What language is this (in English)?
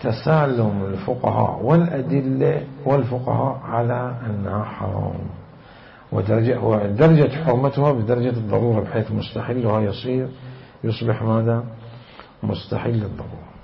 Mesopotamian Arabic